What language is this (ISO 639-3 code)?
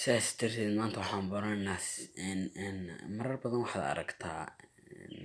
som